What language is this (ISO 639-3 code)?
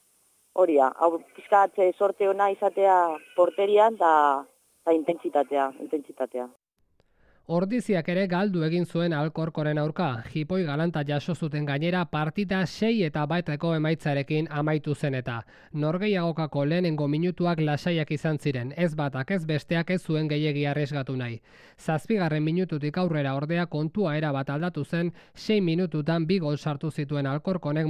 eus